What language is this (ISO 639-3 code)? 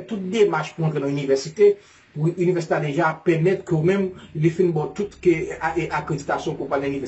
hat